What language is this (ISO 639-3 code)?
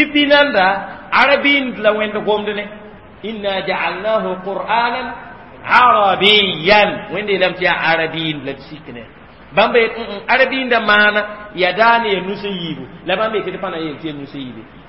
mos